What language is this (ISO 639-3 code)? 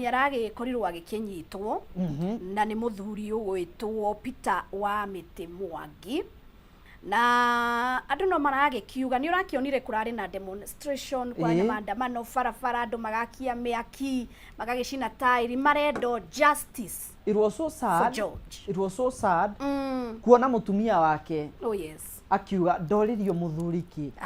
kik